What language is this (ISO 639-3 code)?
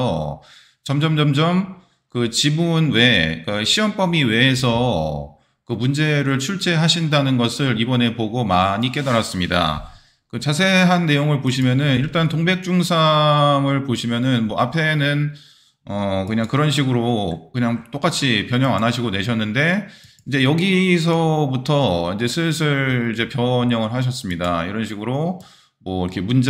kor